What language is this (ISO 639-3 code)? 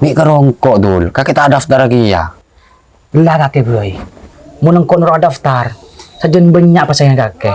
mad